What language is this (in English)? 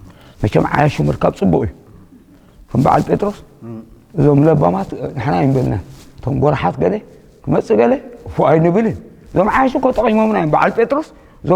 Tigrinya